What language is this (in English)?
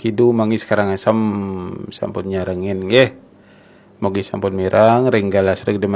Balinese